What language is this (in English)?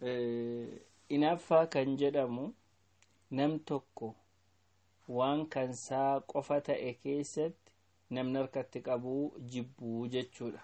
Oromo